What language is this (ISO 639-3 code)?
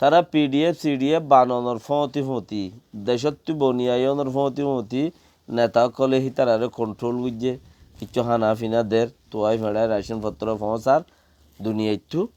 rhg